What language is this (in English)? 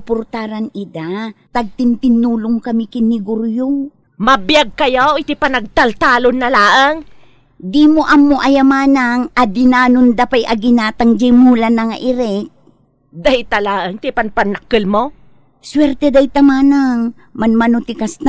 Iloko